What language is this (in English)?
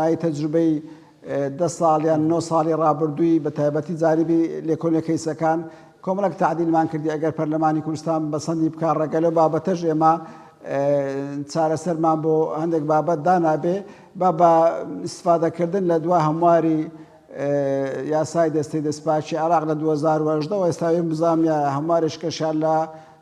Central Kurdish